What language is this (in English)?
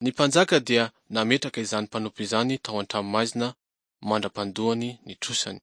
Malagasy